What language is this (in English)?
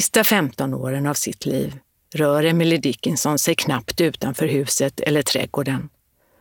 Swedish